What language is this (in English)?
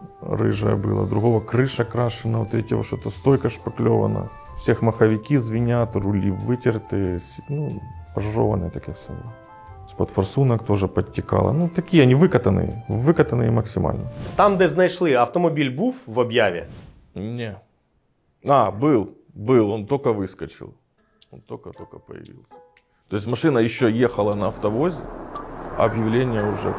Russian